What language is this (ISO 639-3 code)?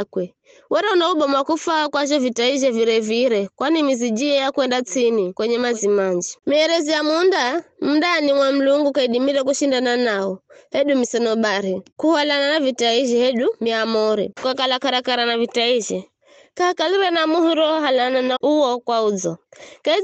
nyf